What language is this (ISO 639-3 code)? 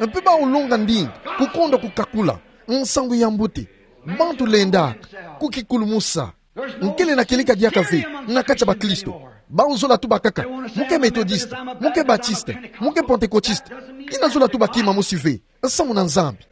ktu